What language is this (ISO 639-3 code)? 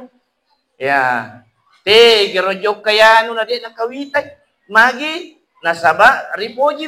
bug